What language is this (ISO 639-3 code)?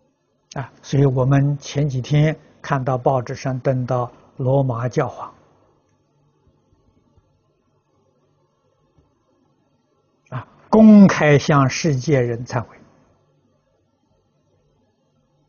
zho